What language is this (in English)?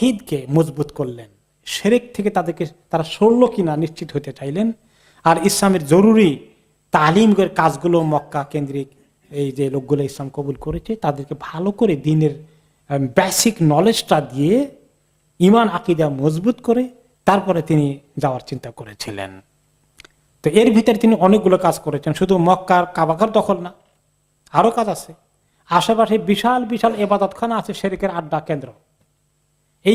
Bangla